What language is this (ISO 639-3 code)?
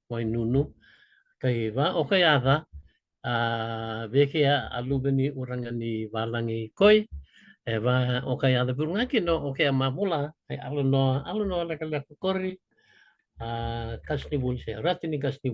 fij